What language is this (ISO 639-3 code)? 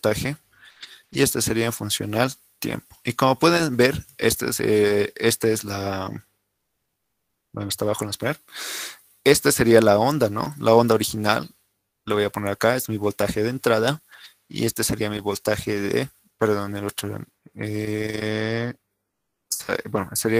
spa